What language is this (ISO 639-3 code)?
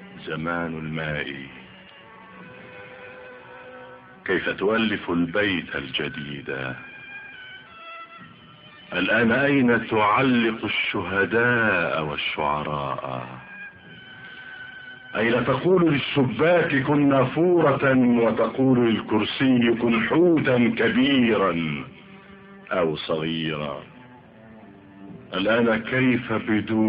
ara